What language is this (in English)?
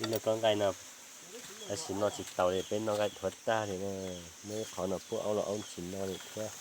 Hmong